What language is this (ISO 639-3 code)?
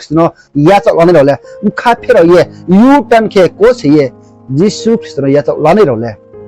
ria